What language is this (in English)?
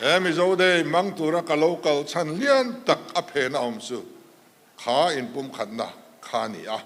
Mizo